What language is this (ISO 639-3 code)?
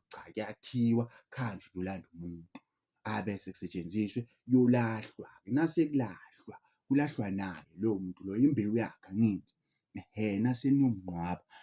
zul